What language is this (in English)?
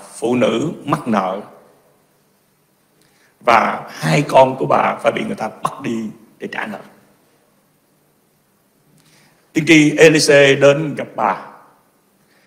Vietnamese